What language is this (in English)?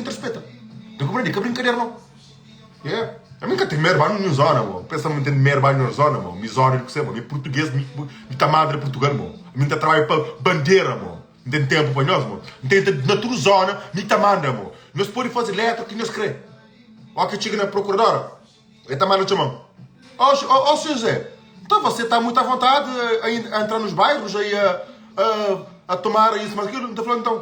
Kabuverdianu